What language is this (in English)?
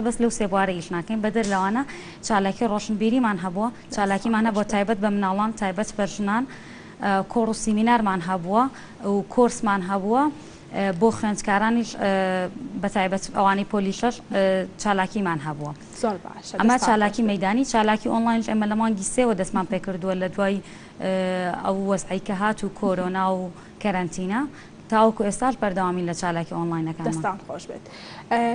Central Kurdish